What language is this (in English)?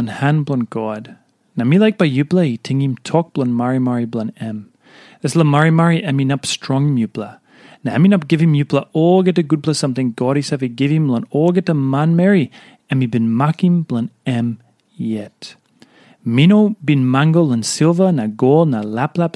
Tok Pisin